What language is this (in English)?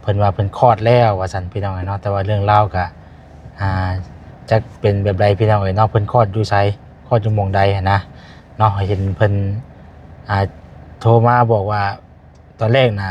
Lao